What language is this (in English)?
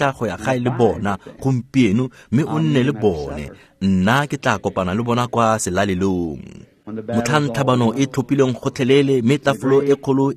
Tswana